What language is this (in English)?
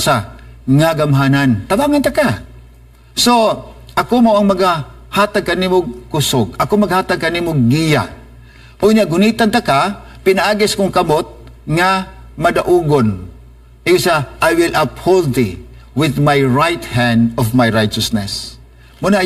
Cebuano